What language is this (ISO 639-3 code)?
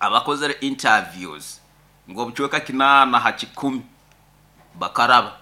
nyo